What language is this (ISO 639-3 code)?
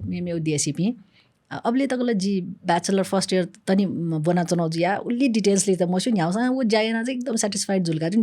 new